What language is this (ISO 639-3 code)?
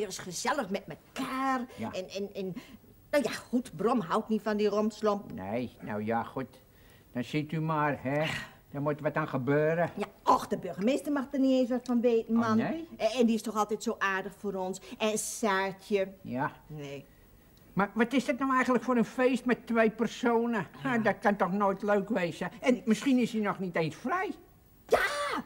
nld